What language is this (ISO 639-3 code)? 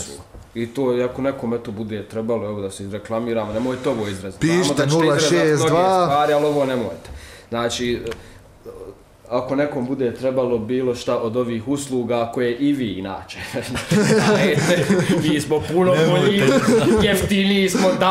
bos